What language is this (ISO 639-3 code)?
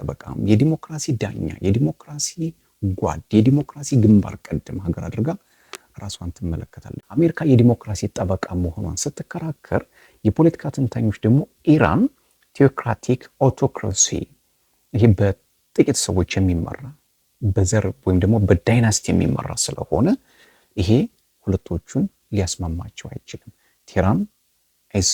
amh